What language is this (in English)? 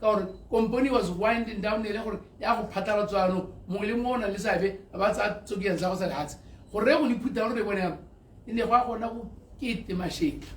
Tswana